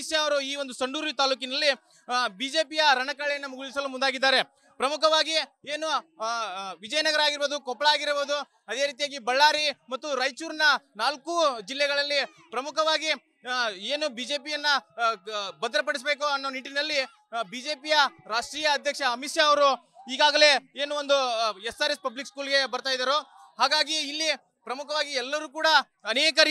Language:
Kannada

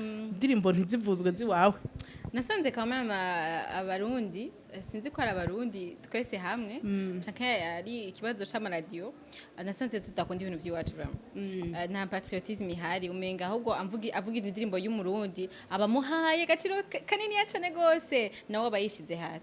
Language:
Rundi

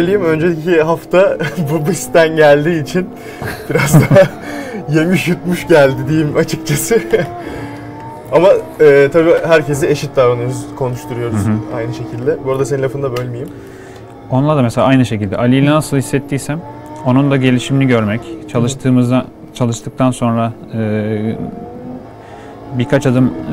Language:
Turkish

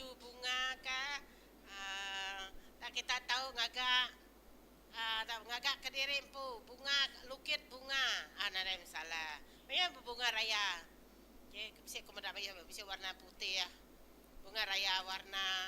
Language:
Iban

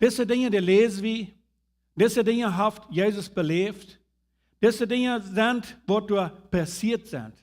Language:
Plautdietsch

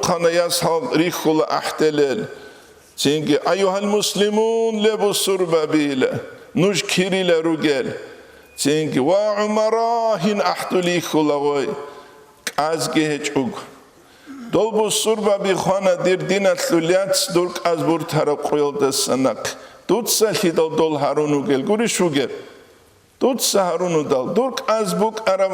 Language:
Avaric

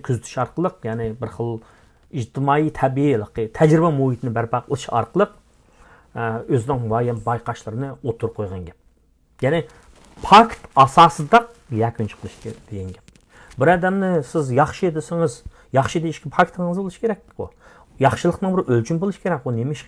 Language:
Uyghur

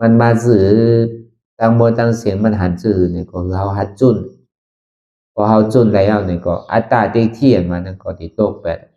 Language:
Shan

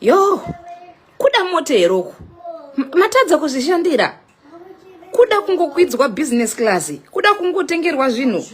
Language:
Shona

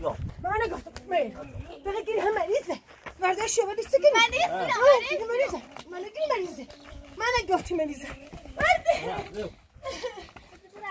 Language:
Persian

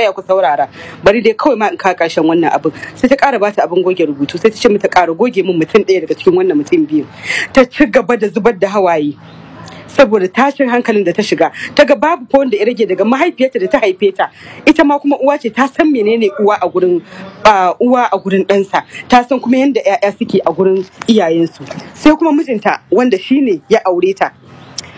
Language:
Hausa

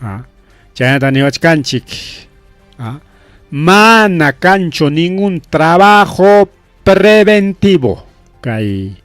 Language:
Ayacucho Quechua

